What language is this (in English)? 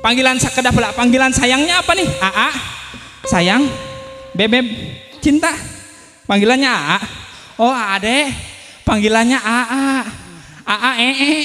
Sundanese